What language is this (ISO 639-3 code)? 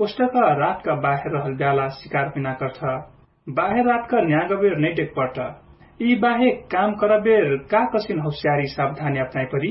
thl